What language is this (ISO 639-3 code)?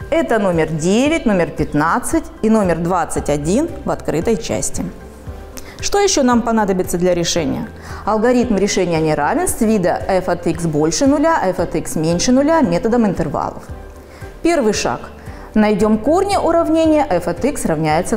rus